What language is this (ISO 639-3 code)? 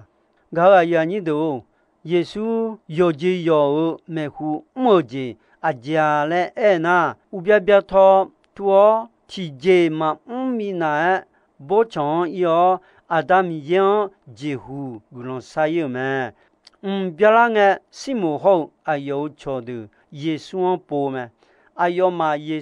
ahk